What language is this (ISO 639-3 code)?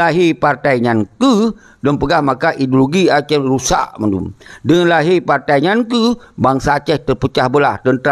ace